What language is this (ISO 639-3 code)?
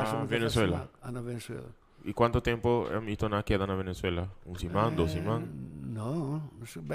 pap